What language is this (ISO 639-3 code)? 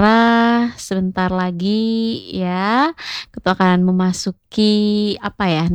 ind